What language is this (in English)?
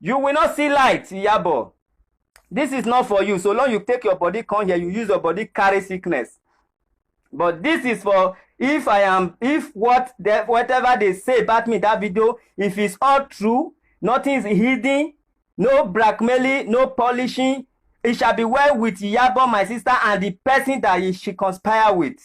Nigerian Pidgin